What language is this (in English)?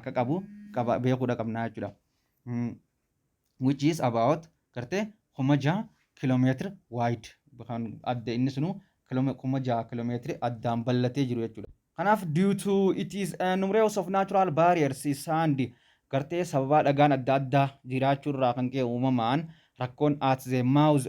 Oromo